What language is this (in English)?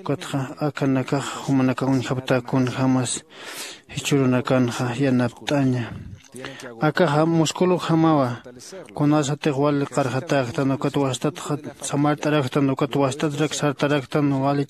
Aymara